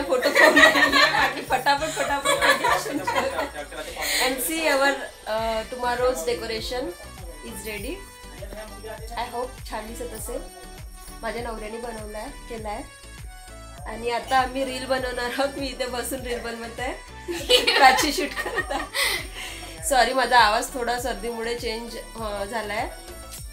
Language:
Marathi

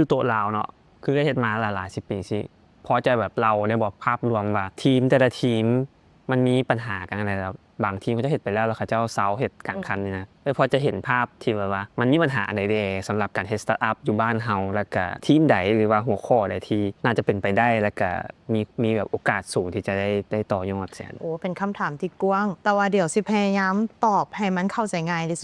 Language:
Lao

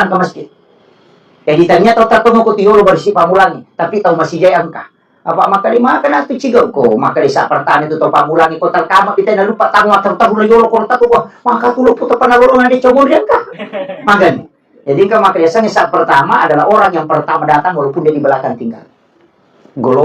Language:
Buginese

